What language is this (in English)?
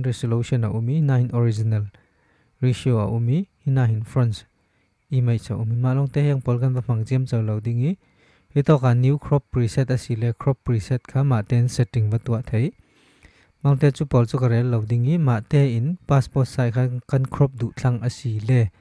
Falam Chin